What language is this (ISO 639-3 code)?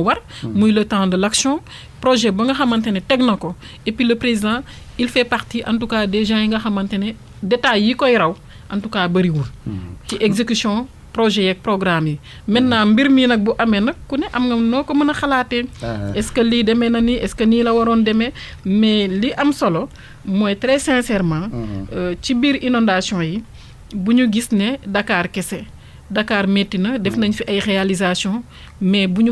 wol